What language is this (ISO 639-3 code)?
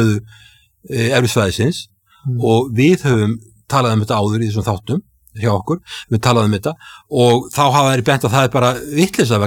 isl